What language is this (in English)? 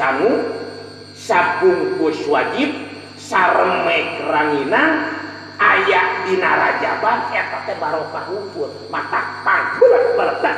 Sundanese